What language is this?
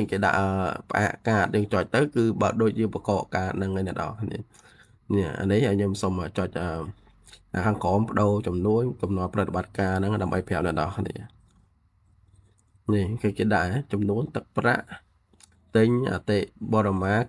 Khmer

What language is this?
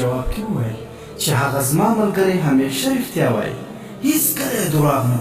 Pashto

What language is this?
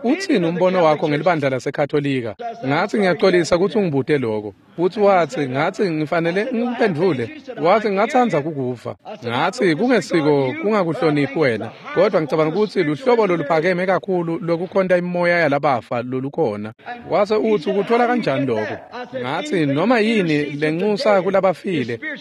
Swati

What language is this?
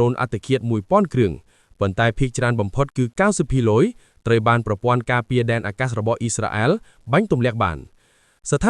Khmer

